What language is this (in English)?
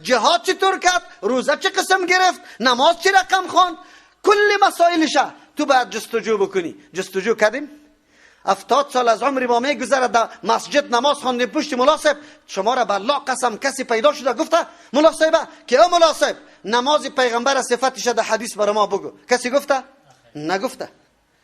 Persian